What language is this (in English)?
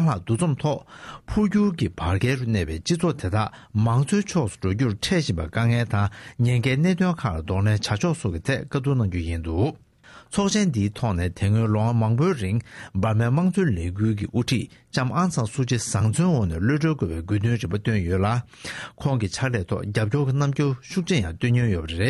Tibetan